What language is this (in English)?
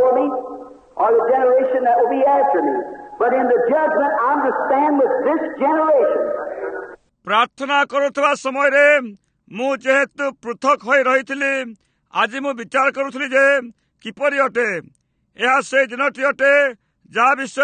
Odia